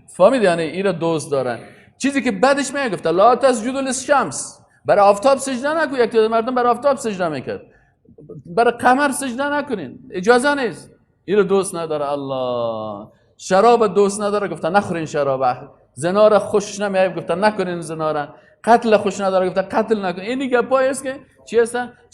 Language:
Persian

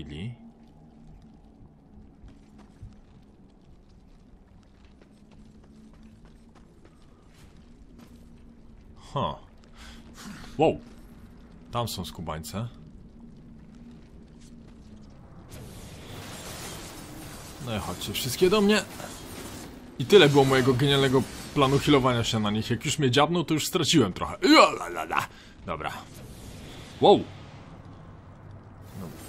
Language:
Polish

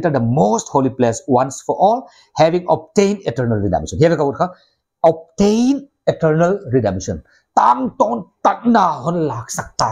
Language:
Paite Chin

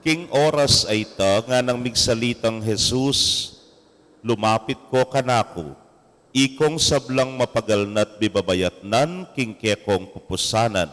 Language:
Pampanga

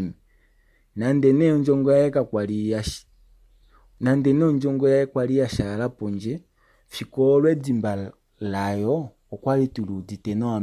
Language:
Kuanyama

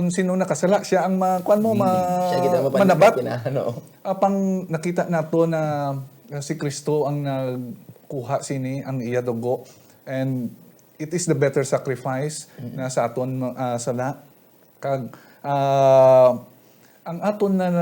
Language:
Hiligaynon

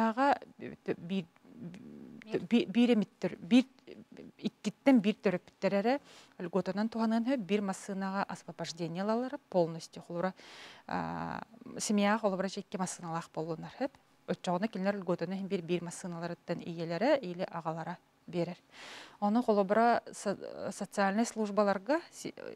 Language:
Yakut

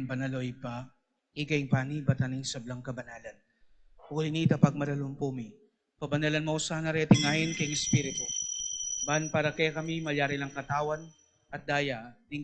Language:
Pampanga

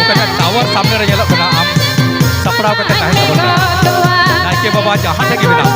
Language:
Santali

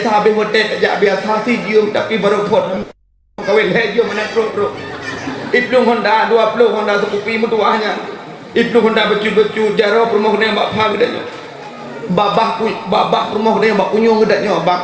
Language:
Achinese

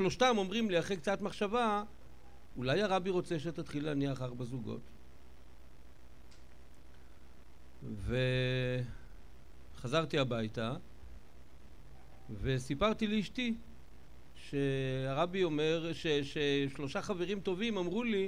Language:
Hebrew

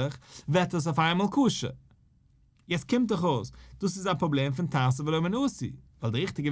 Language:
Yiddish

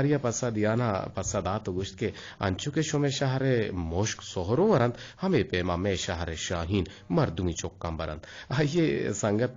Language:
Eastern Balochi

